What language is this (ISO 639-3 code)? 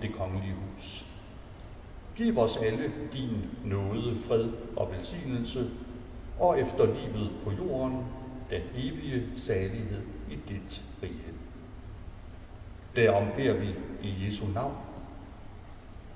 dan